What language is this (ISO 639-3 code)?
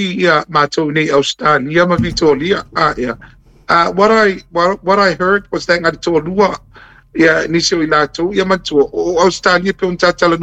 smo